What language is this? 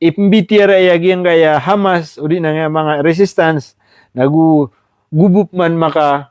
Maranao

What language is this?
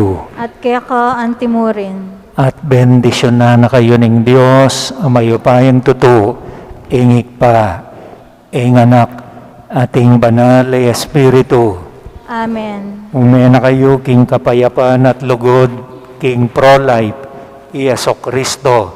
Pampanga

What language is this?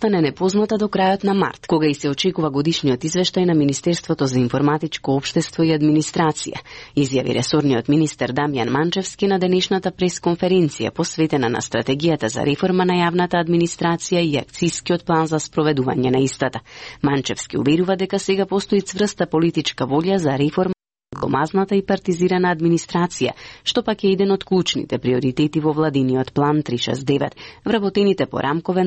Macedonian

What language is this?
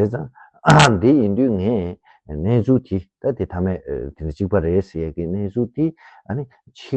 Tibetan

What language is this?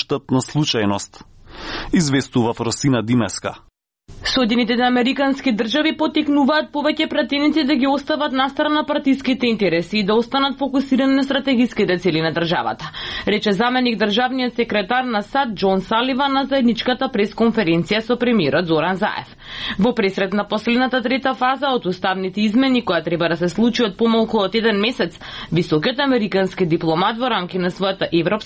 Macedonian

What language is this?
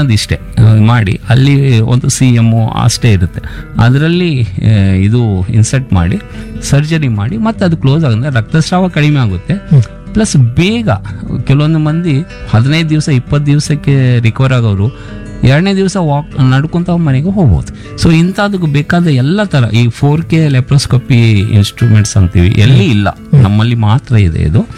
Kannada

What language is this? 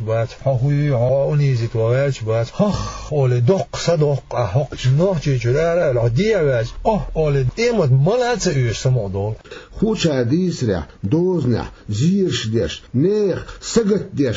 Chechen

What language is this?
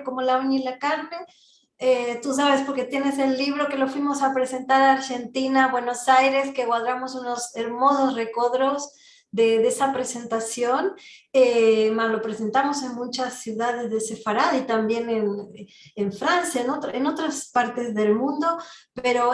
Ladino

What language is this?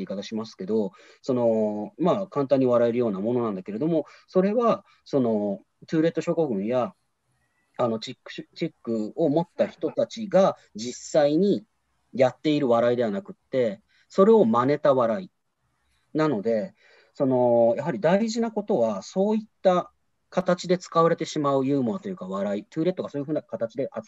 Japanese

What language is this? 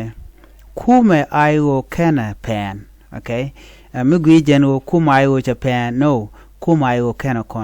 Nuer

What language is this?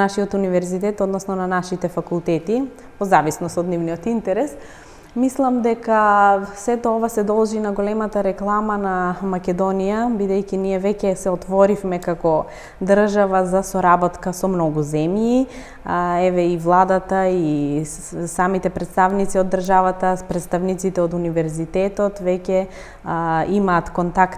Macedonian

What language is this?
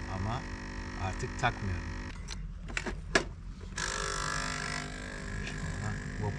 Turkish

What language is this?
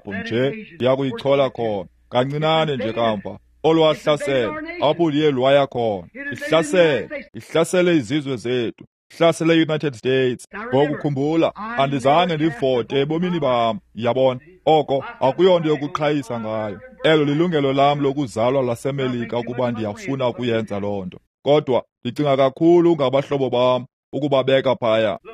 Xhosa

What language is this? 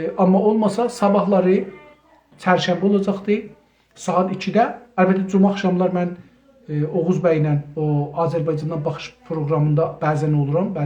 South Azerbaijani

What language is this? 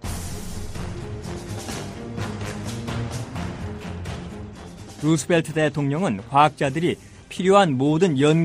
Korean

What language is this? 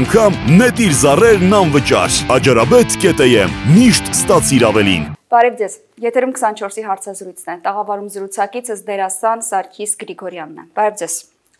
Armenian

